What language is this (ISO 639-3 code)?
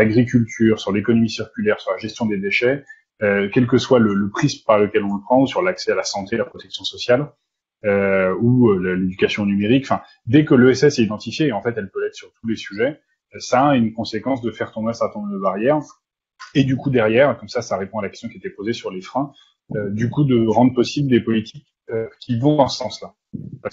fra